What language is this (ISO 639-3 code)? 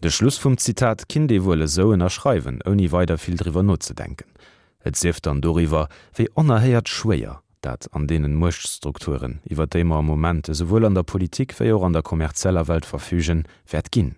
ltz